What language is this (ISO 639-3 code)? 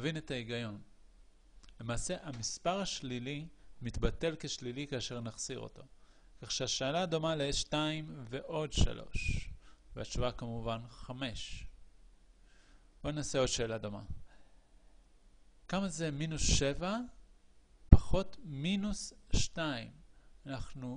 heb